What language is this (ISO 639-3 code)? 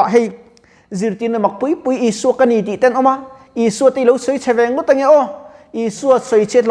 lus